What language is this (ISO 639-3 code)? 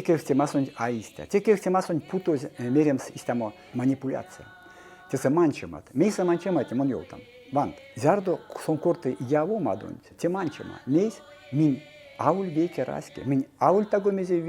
myv